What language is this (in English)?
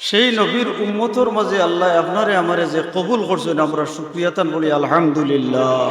Sylheti